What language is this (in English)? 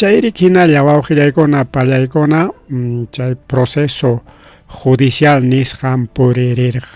Ayacucho Quechua